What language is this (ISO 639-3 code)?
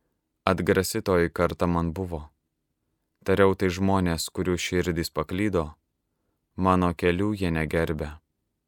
lit